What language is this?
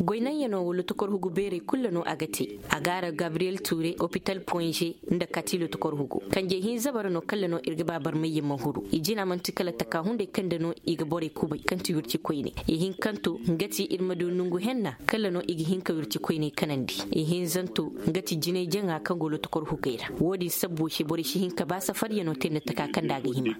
Koyraboro Senni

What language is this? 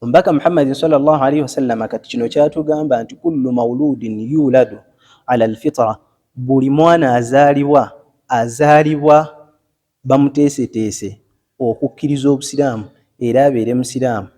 Ganda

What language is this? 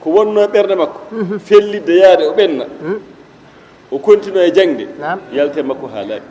Fula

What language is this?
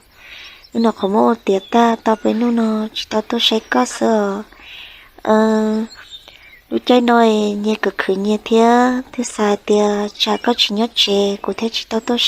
Hmong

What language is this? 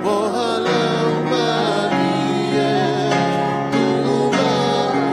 Tongan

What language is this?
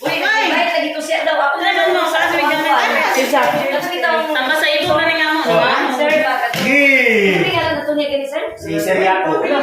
Cebuano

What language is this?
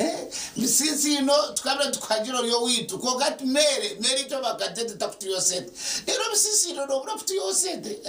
Nyankole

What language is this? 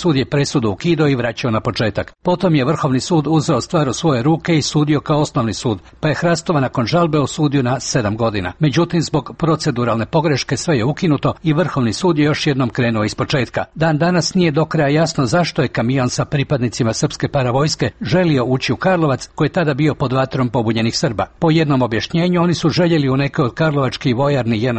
Croatian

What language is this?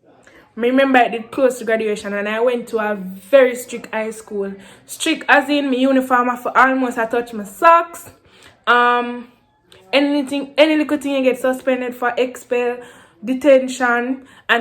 Jamaican Creole English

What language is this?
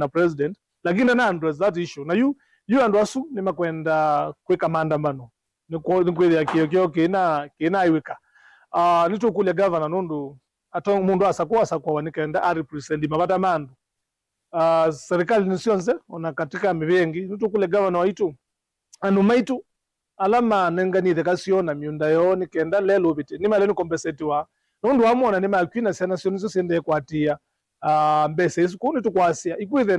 Kamba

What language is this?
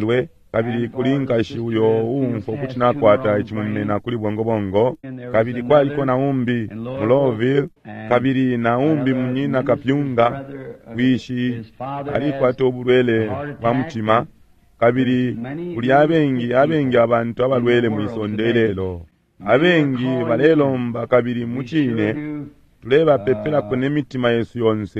Bemba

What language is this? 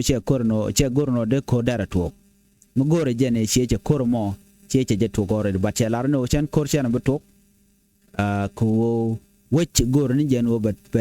Nuer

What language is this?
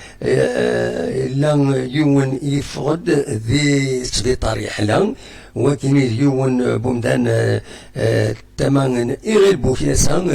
Kabyle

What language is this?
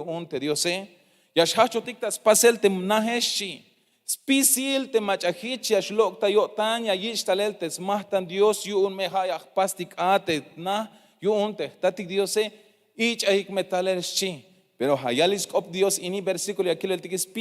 Tzeltal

